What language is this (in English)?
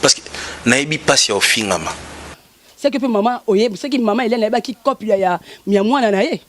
Lingala